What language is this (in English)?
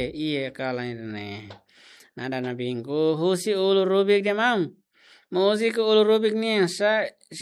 Tetum